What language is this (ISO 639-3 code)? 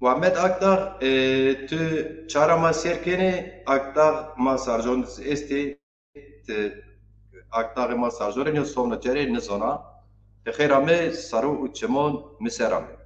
zza